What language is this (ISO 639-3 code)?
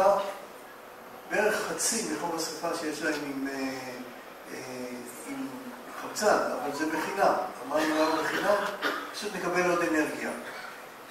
heb